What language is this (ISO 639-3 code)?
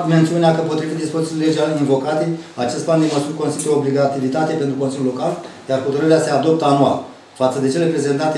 ron